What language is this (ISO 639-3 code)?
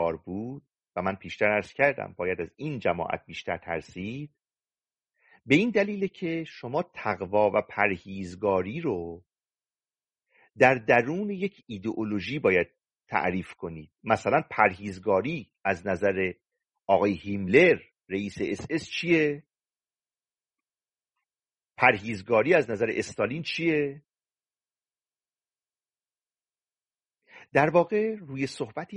fas